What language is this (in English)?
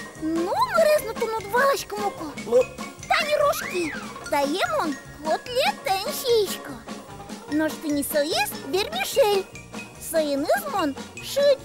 Udmurt